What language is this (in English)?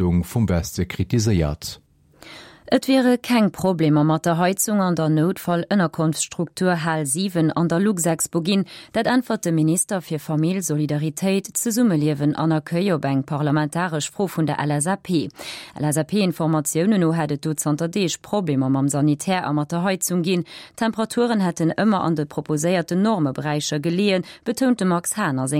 Luxembourgish